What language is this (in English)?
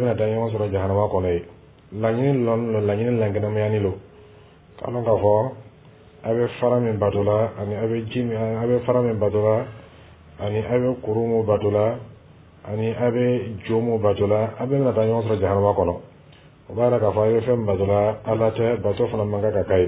Dyula